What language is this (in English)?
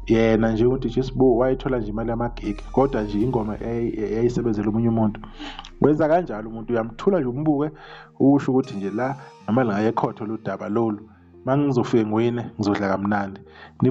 Zulu